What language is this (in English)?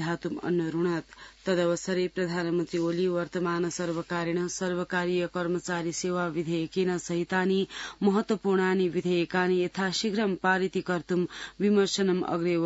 Sanskrit